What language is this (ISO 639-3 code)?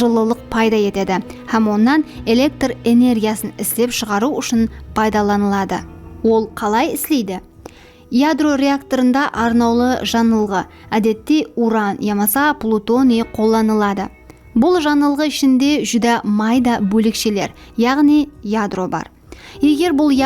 kaa